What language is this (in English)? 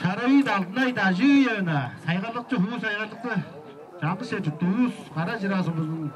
Tuvinian